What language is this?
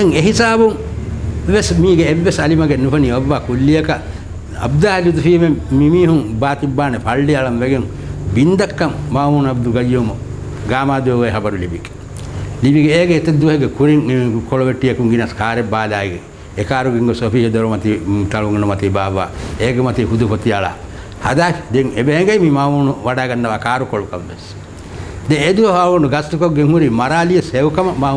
Divehi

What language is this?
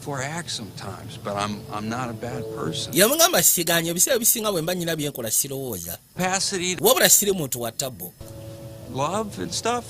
Ganda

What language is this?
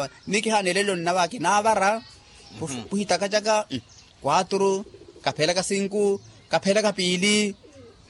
Makhuwa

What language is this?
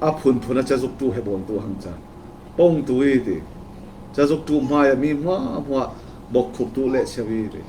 Falam Chin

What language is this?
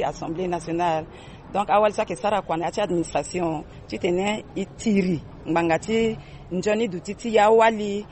Sango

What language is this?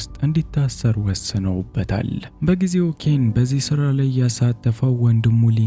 Amharic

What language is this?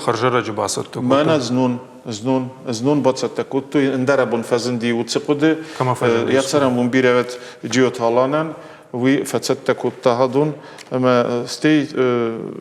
Ossetic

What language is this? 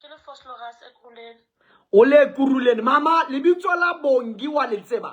Southern Sotho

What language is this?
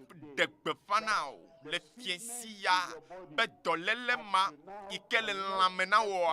Ewe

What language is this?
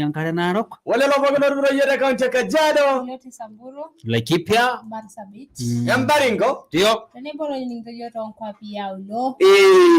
Masai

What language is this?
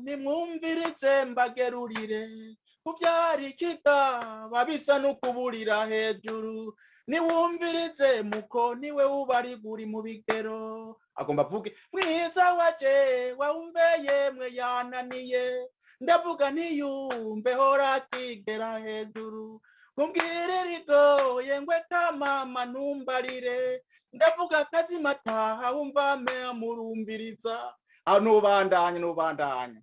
Rundi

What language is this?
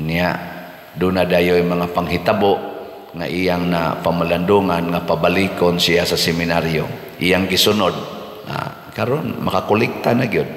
Cebuano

